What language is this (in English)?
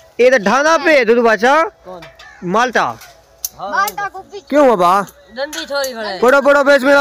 Saraiki